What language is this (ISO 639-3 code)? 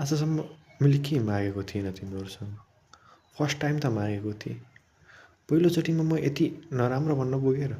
nep